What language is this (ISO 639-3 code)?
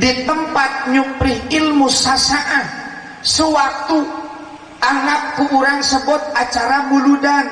sun